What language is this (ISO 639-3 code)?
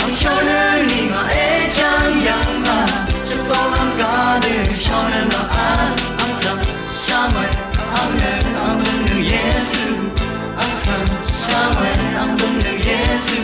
raw